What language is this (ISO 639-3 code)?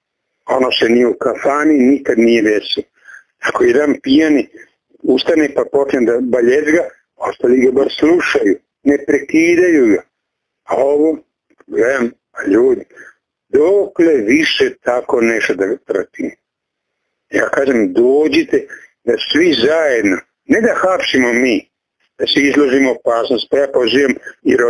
srp